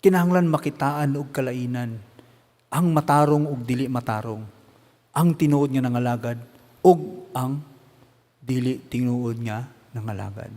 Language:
Cebuano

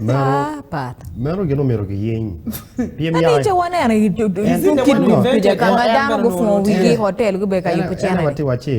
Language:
Acoli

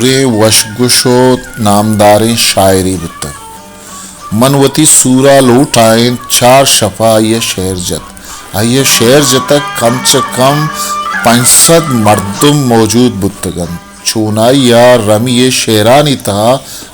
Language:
Baluchi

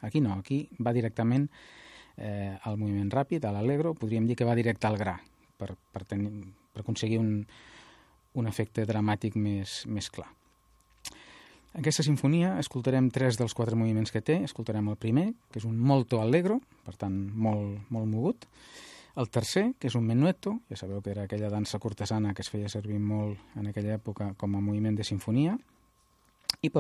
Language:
Catalan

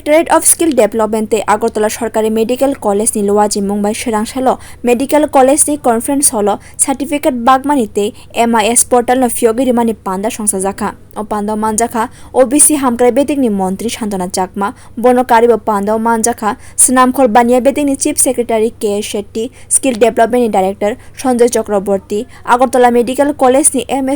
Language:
Kok Borok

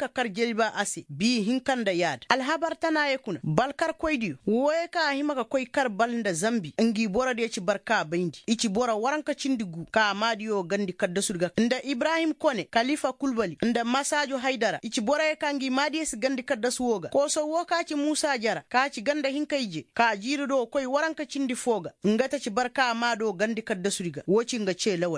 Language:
Koyraboro Senni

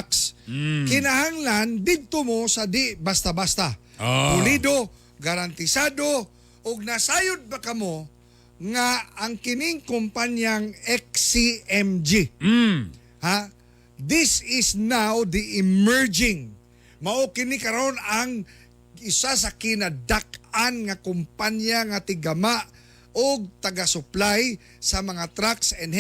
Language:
Cebuano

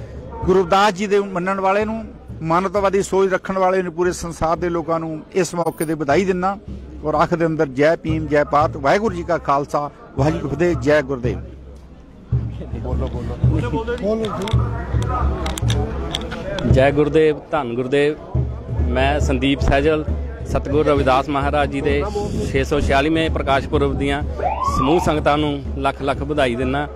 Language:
Punjabi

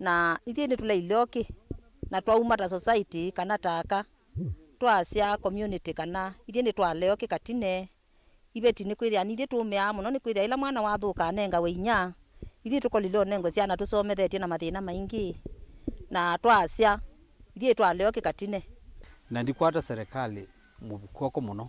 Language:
Kamba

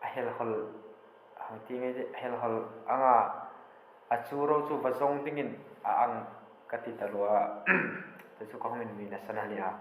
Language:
Hmar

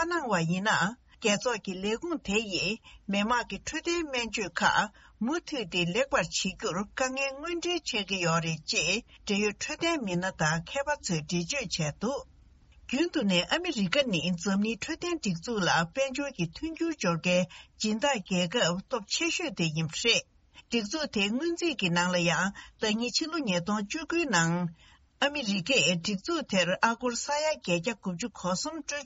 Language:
Tibetan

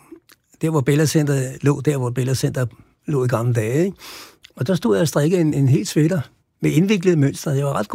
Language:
Danish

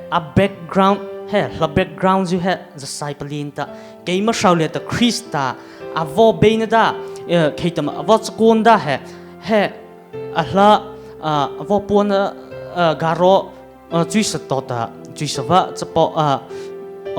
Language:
Mara Chin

